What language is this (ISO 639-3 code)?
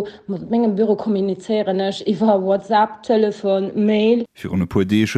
ltz